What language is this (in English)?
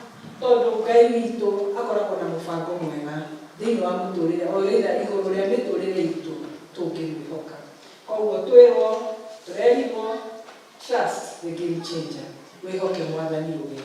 Kikuyu